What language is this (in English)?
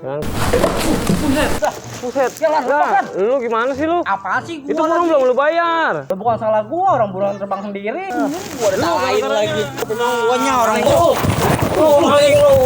Betawi